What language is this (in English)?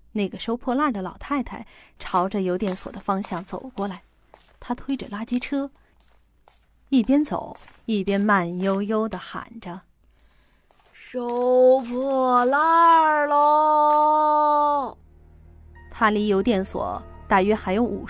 Chinese